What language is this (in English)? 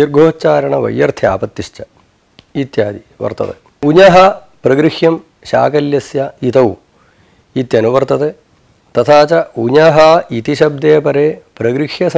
Sanskrit